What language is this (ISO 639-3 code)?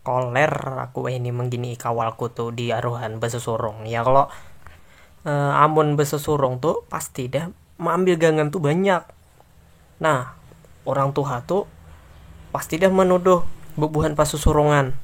bjn